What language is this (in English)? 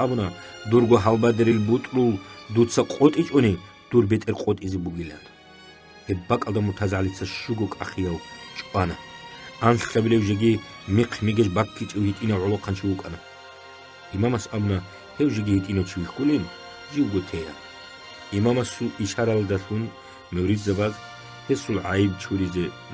Avaric